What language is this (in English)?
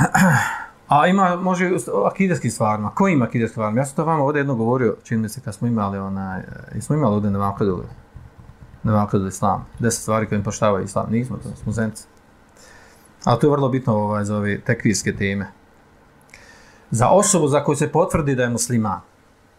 Bosnian